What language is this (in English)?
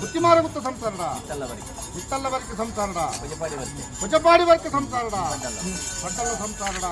Tulu